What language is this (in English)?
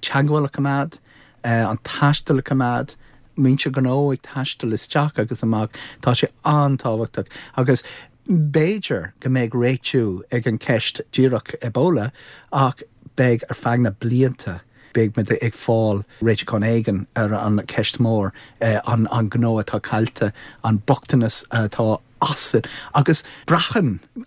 Irish